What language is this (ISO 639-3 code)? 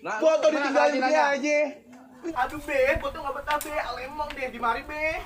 bew